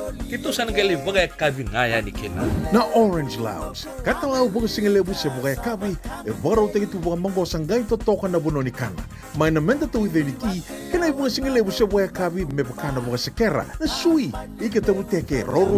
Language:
Fijian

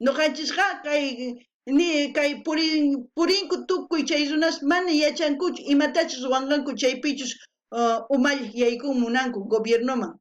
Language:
South Bolivian Quechua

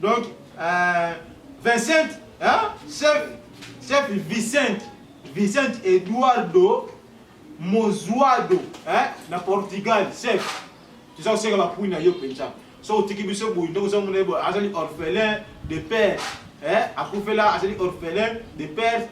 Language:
Lingala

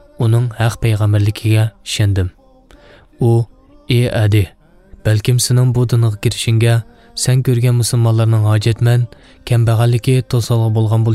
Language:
Uyghur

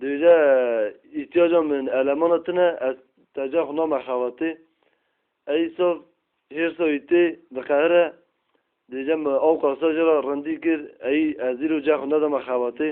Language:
Kurdish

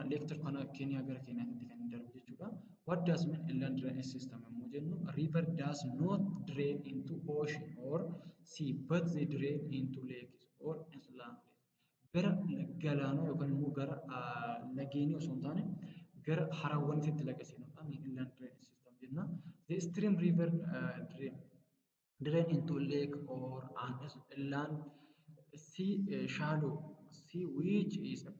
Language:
Oromo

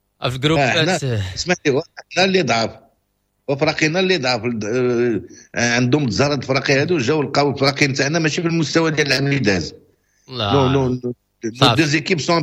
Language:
Moroccan Arabic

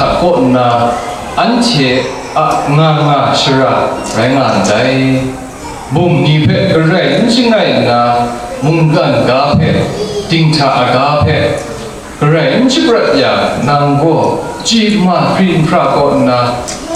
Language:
Kachin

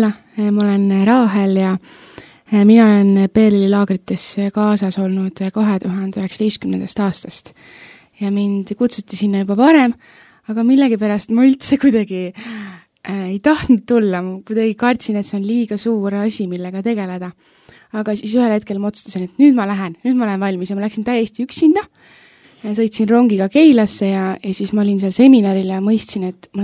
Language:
Estonian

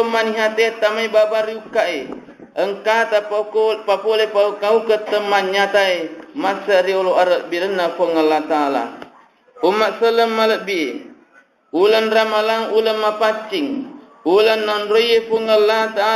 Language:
Buginese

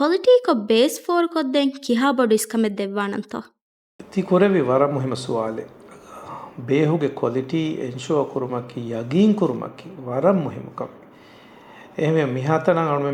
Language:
Divehi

